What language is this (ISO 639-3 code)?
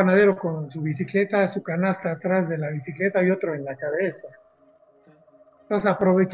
spa